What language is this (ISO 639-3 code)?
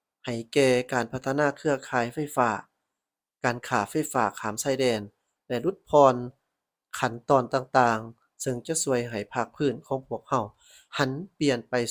lao